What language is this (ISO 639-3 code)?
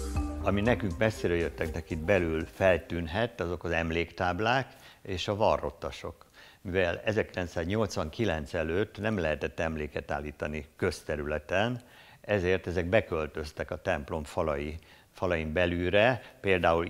hun